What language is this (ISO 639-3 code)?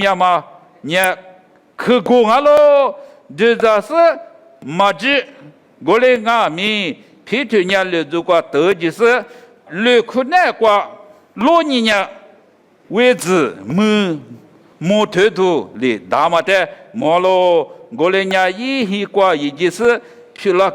lis